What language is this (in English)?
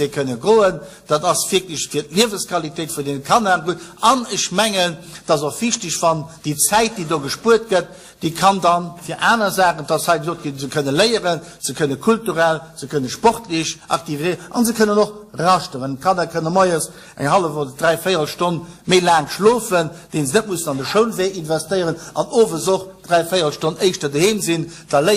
Luxembourgish